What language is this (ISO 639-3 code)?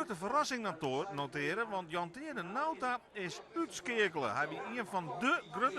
fry